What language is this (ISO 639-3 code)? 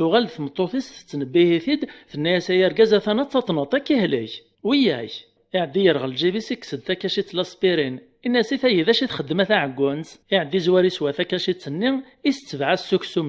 kab